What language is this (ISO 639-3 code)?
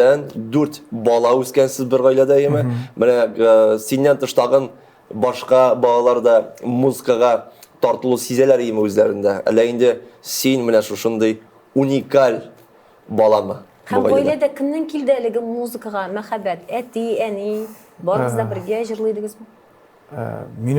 tat